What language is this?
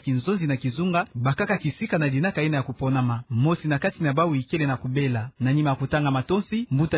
Kituba (Democratic Republic of Congo)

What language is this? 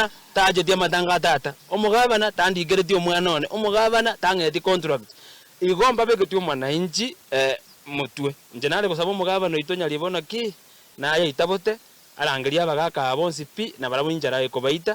Gusii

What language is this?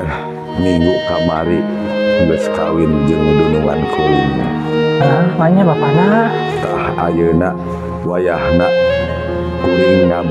Sundanese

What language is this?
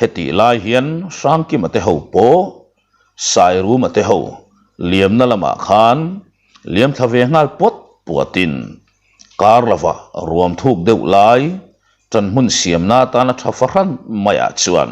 Mizo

